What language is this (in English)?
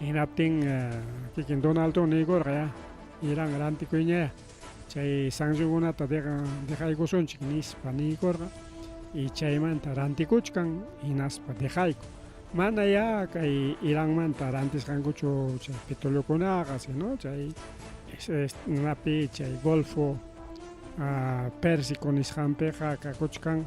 Ayacucho Quechua